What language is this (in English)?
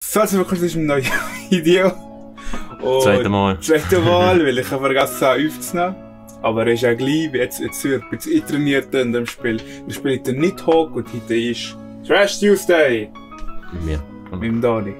Swiss German